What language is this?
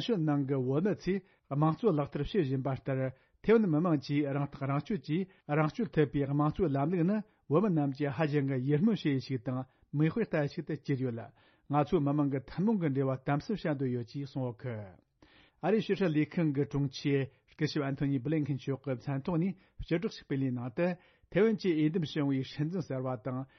Tibetan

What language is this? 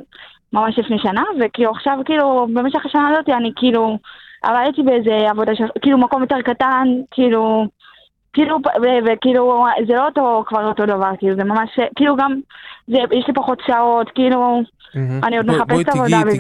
Hebrew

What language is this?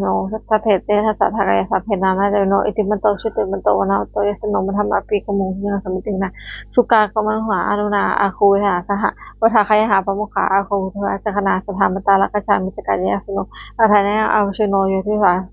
Pali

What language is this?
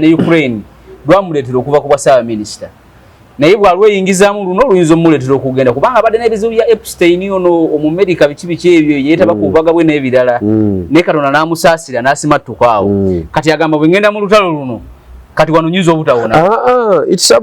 Ganda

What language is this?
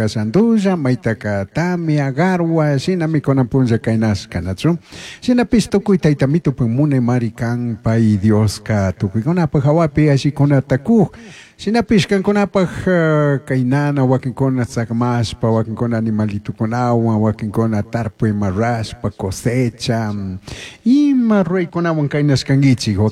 Chimborazo Highland Quichua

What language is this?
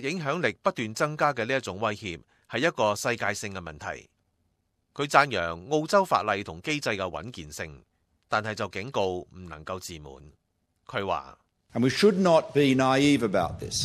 Cantonese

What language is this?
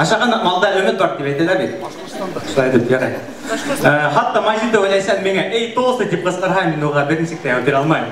Bashkir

